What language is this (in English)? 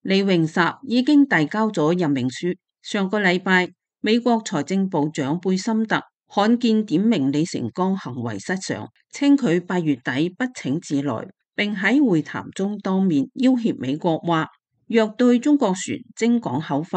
Cantonese